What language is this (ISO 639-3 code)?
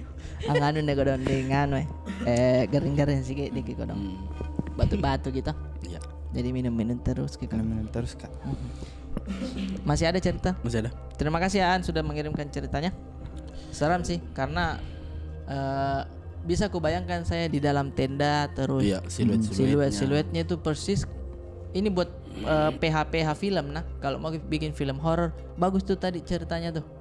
mfp